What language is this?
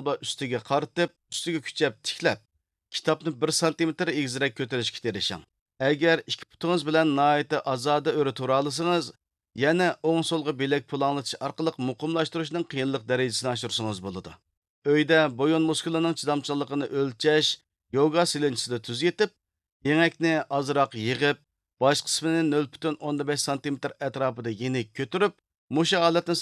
Uyghur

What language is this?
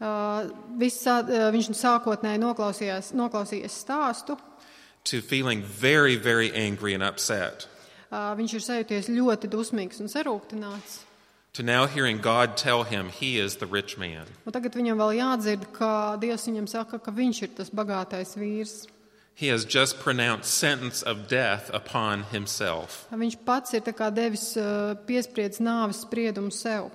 Latvian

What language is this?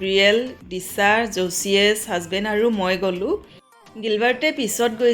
Assamese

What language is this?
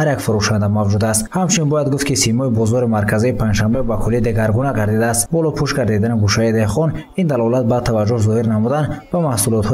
Tajik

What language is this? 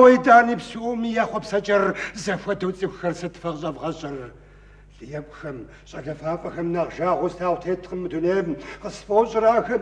Kabardian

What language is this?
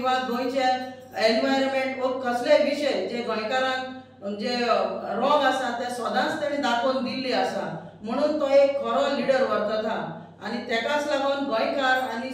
Konkani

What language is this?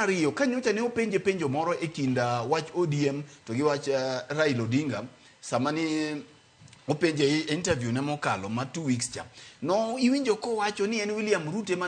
Luo (Kenya and Tanzania)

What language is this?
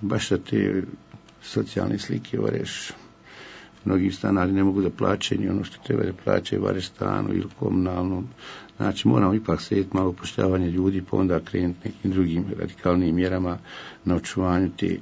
Bosnian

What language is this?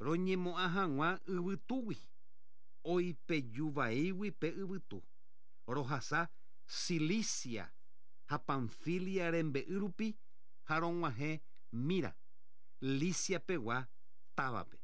Guarani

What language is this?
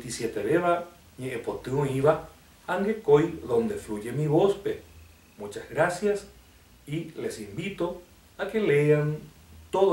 Guarani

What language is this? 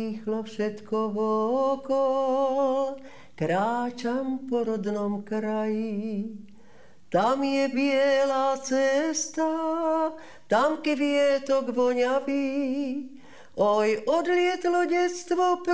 Slovak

